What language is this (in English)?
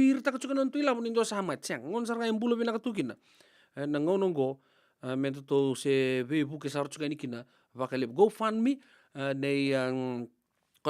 Fijian